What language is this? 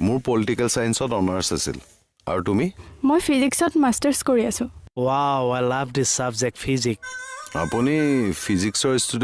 Assamese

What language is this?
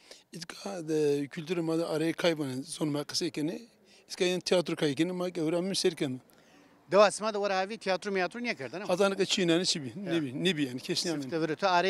Zaza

